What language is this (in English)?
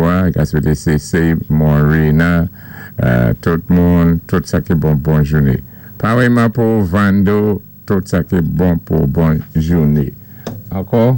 Saint Lucian Creole French